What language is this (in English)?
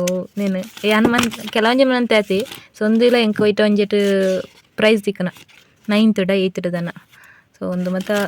Tulu